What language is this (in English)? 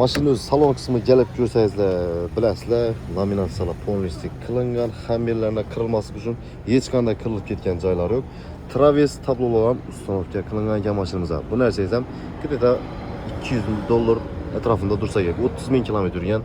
Uzbek